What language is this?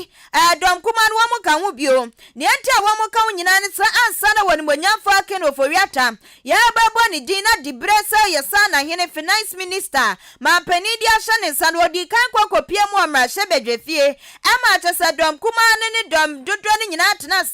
Akan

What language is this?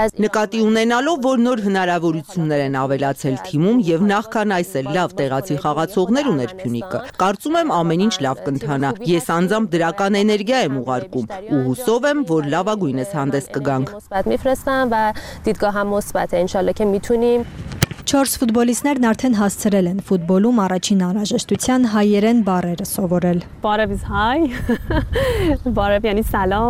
Armenian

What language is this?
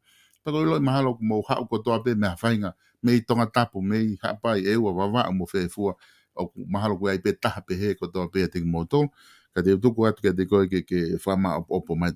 Tongan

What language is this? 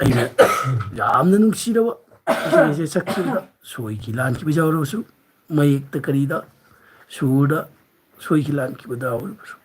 Manipuri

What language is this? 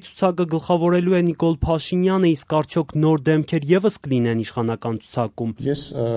Armenian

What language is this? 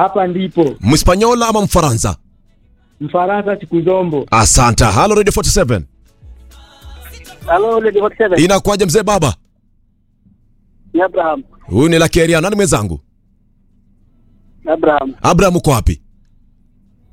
Swahili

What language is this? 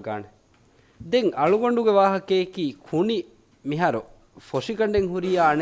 Divehi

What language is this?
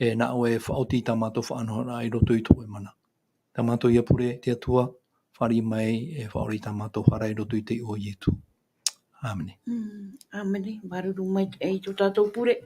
Tahitian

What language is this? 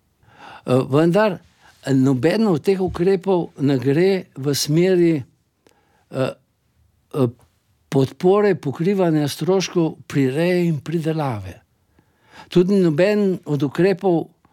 Slovenian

